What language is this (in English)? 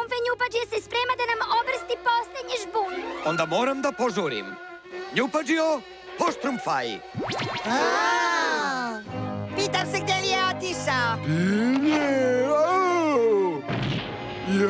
Serbian